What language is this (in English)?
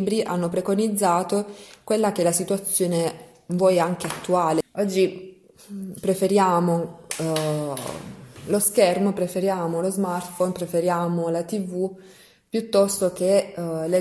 Italian